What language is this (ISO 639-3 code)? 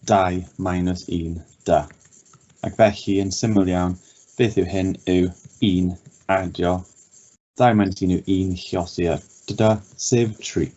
cym